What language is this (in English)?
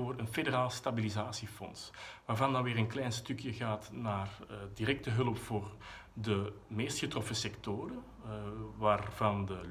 Dutch